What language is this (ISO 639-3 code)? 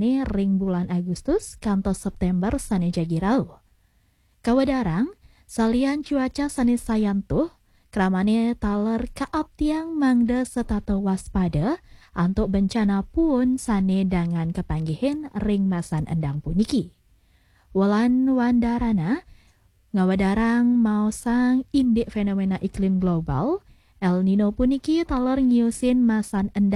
ban